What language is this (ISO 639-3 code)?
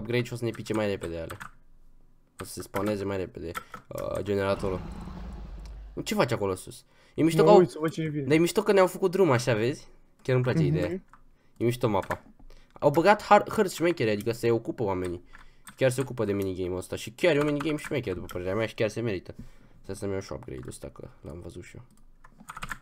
ron